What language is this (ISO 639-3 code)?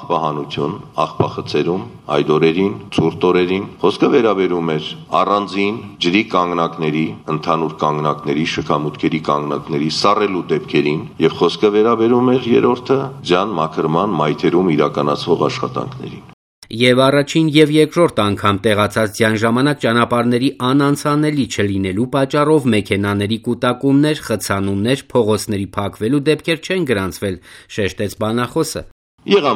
hye